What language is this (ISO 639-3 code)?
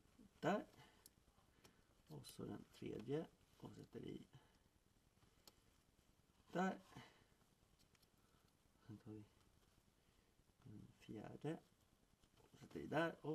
swe